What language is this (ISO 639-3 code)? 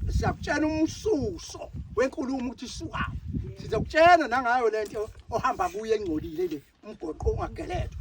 zul